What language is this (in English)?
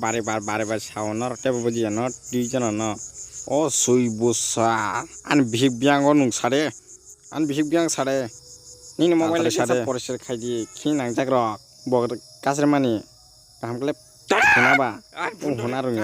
Kok Borok